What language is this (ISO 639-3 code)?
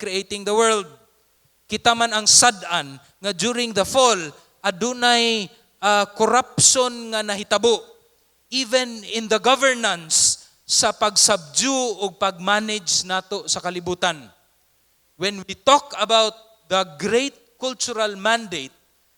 ceb